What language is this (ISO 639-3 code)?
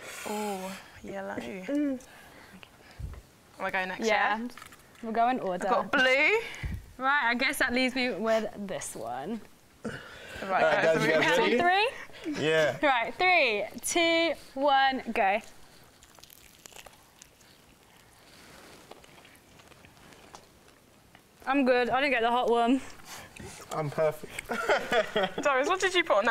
eng